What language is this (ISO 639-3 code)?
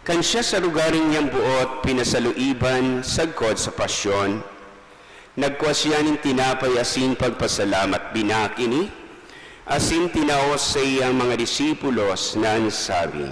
bik